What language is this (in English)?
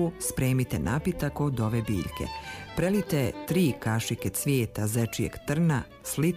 Bosnian